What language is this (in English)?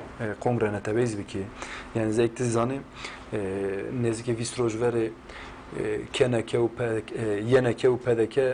Zaza